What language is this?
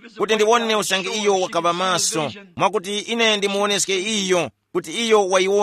Tumbuka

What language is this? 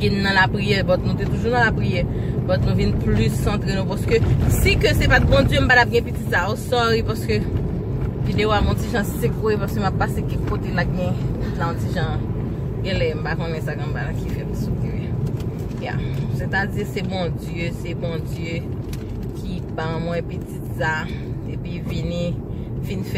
Haitian Creole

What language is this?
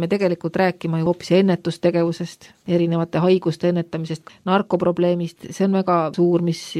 Estonian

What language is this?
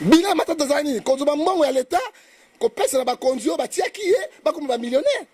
Lingala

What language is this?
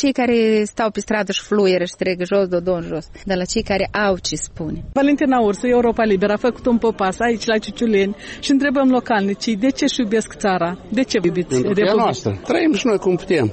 Romanian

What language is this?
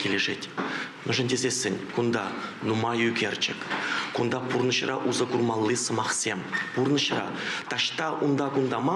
Chuvash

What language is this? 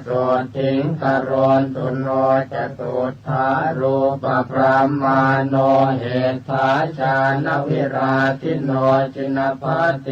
Pali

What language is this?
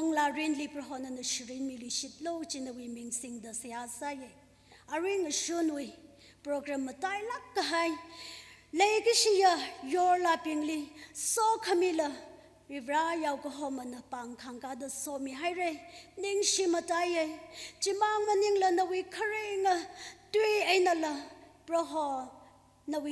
Tangkhul Naga (India)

